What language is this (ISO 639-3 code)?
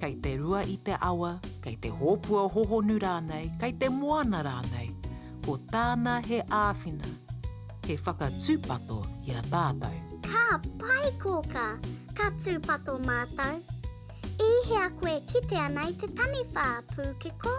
mri